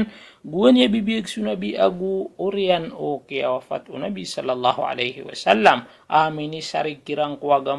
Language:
Maranao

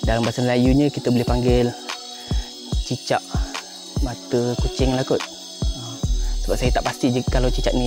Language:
Malay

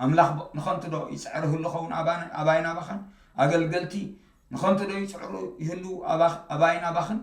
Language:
Tigrinya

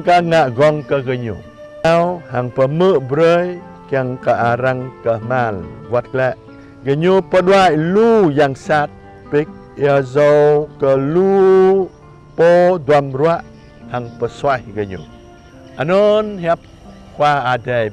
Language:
Jarai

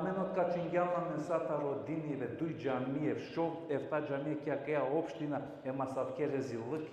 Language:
Balkan Romani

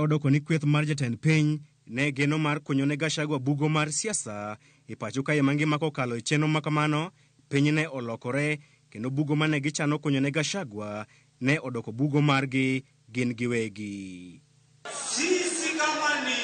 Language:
Luo (Kenya and Tanzania)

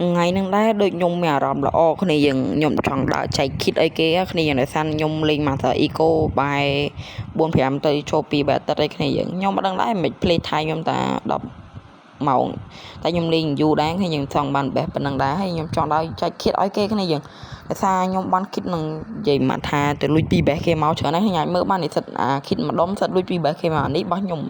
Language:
Khmer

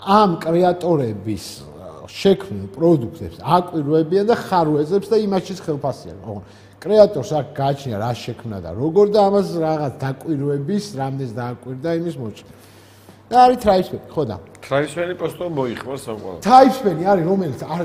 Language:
Georgian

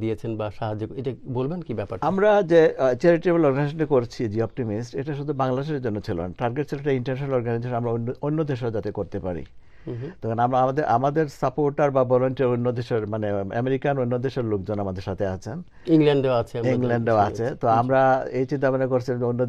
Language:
Bangla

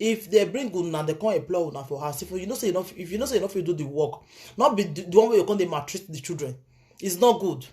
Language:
Nigerian Pidgin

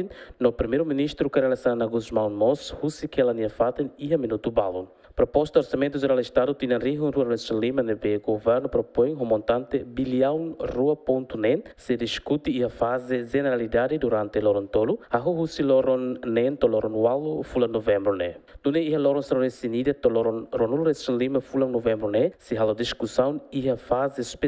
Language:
Tetum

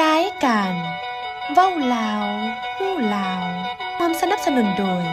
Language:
Lao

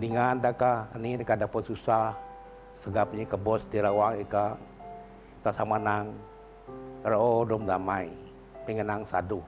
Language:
Biatah Bidayuh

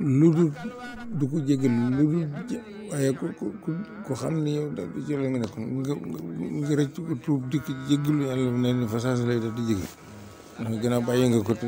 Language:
Wolof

